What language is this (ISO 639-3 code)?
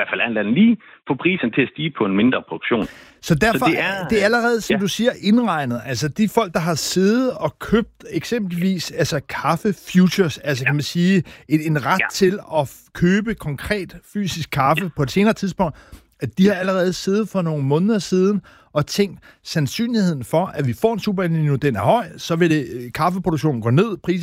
dan